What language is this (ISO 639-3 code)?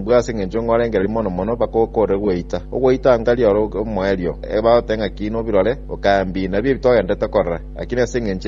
guz